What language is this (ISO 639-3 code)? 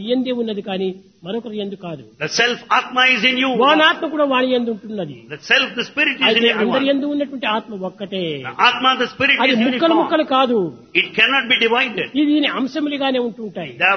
tel